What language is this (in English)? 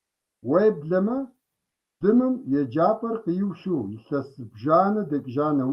Kabardian